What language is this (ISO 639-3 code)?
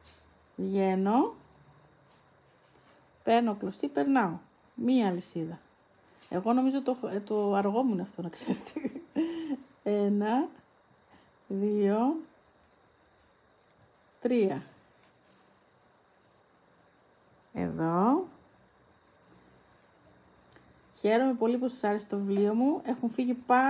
ell